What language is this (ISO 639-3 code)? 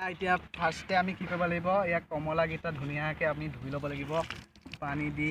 asm